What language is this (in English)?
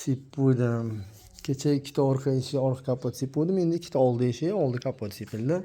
Uzbek